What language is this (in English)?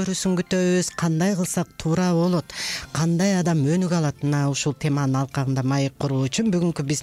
Kyrgyz